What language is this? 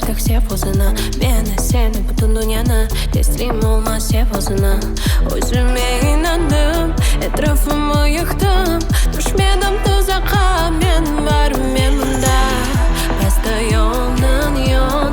Crimean Tatar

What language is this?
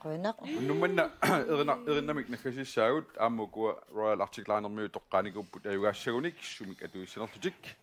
Kalaallisut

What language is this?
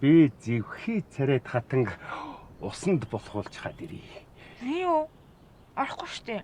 Mongolian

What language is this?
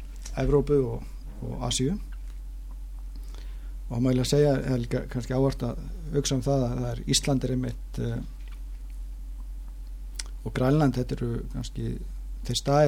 Icelandic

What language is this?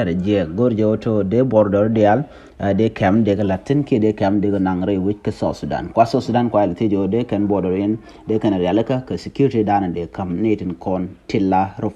Nuer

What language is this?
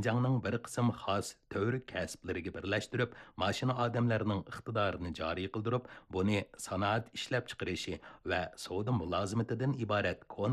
Uyghur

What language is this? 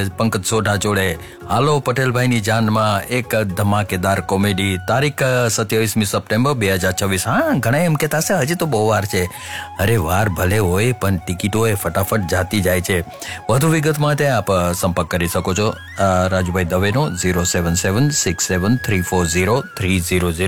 Gujarati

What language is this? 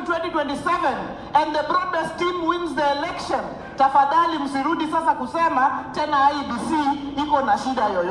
Meru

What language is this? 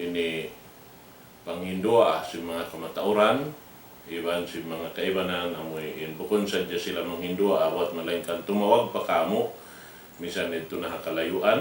Tausug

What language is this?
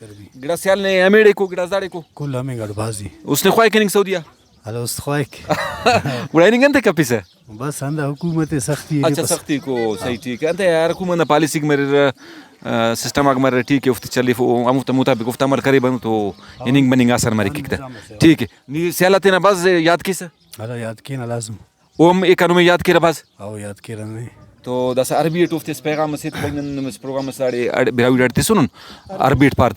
Brahui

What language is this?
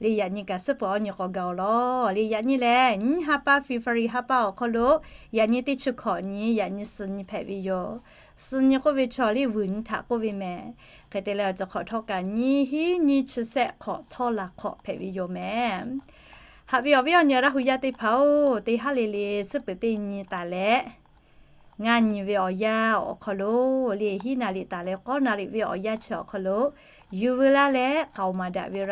Lahu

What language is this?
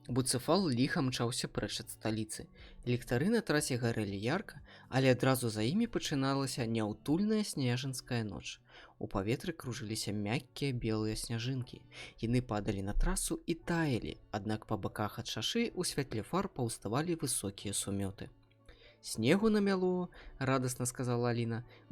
Belarusian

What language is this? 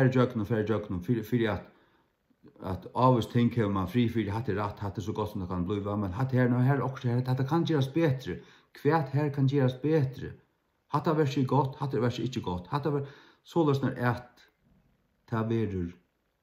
Faroese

